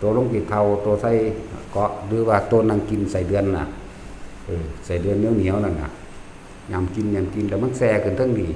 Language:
Lao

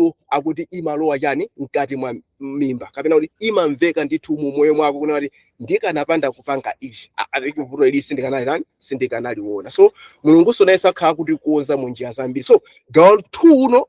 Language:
Nyanja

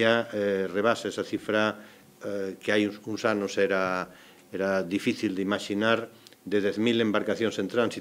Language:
Galician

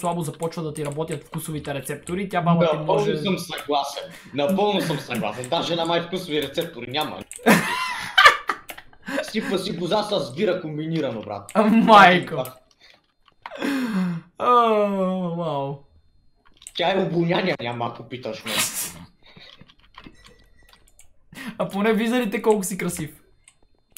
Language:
Bulgarian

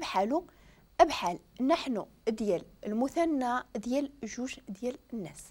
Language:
Moroccan Arabic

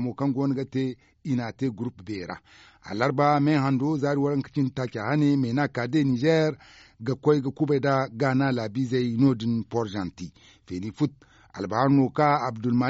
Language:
Zarma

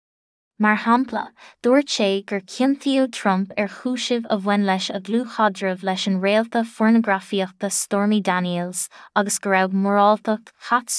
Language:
Irish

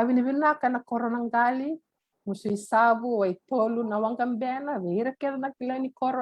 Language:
Fijian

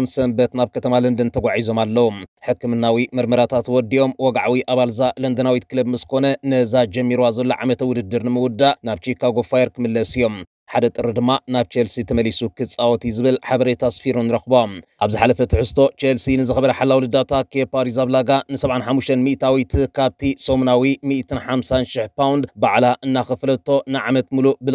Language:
Tigrinya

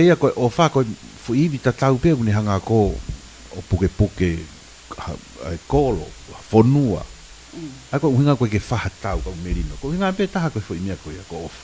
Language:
Tongan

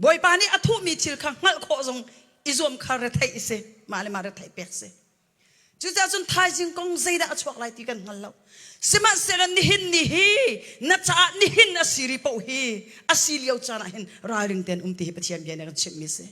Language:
Hakha Chin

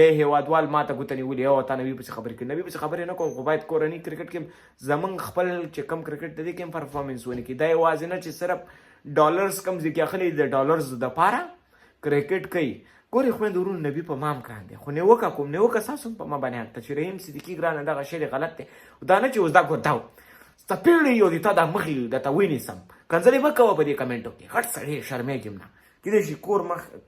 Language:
Pashto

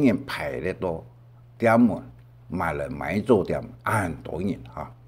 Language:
Hakka Chinese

